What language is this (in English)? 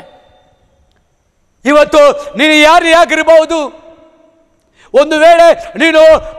Kannada